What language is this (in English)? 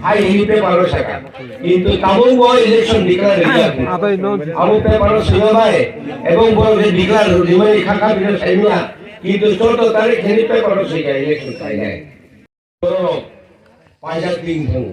Kok Borok